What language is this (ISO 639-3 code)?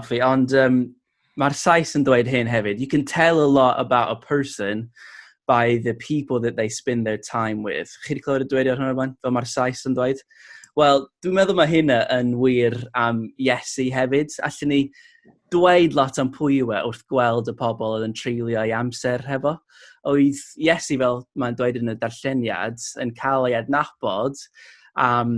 cym